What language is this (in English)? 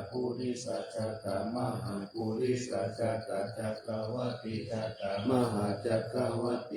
Pali